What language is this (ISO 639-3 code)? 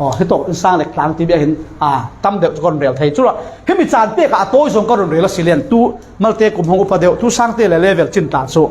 cfm